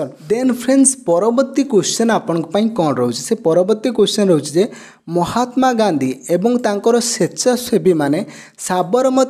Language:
Odia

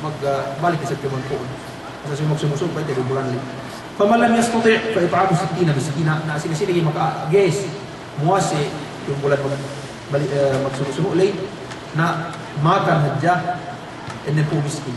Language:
Yakan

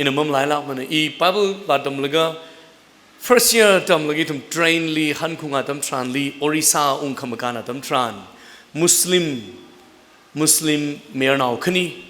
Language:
Tangkhul Naga (India)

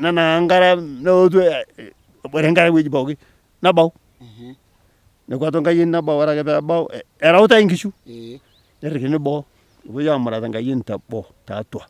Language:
Masai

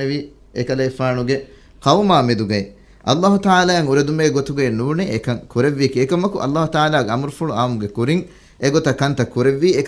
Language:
Divehi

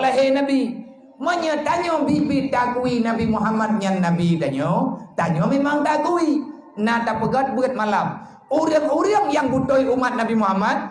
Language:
Achinese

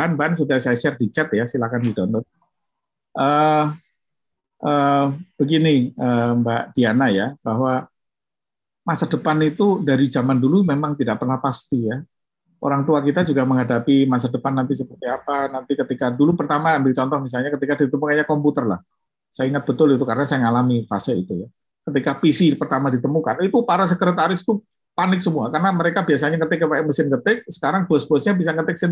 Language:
Indonesian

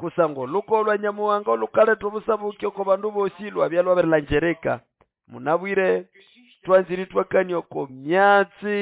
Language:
Nande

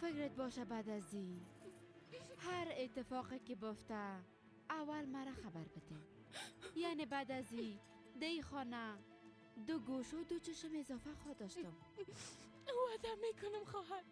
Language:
Persian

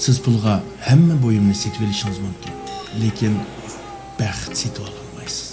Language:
Uyghur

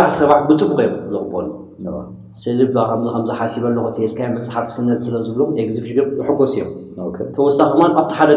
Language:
Tigrinya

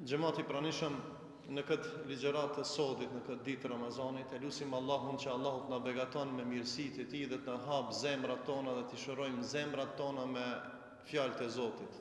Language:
Albanian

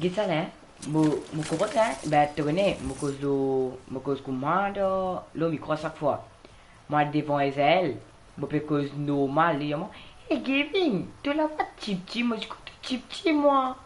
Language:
Morisyen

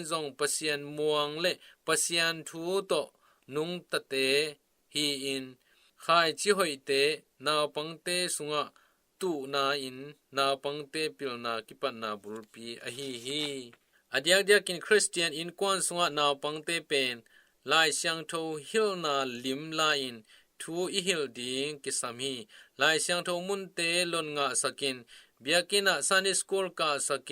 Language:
Tedim Chin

